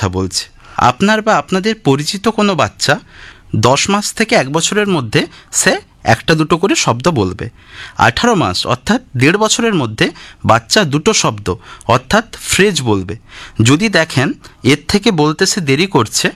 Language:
Bangla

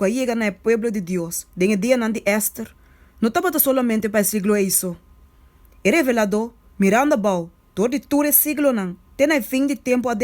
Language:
Papiamento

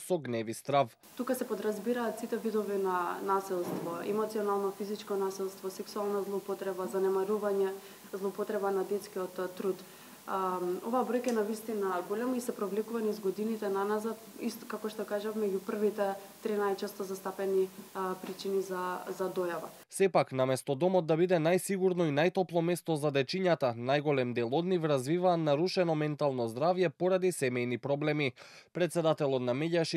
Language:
Macedonian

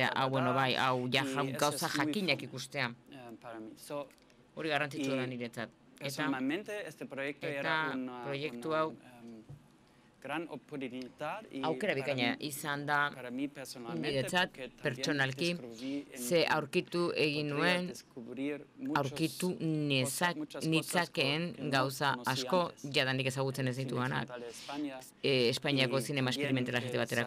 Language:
Basque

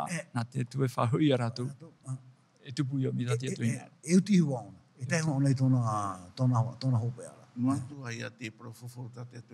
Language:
Tahitian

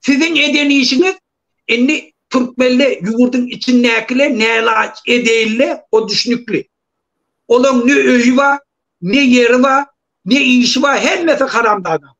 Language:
Turkmen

